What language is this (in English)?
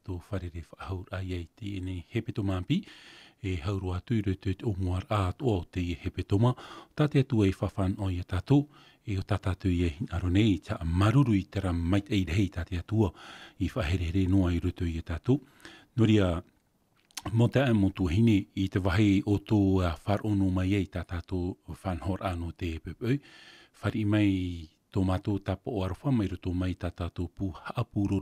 Tahitian